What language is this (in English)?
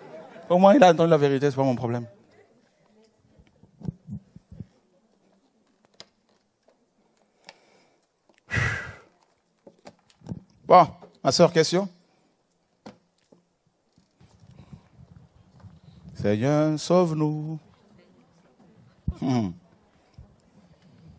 French